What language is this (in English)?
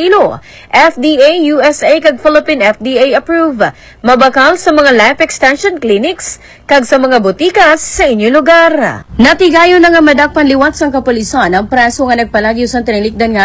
Hiligaynon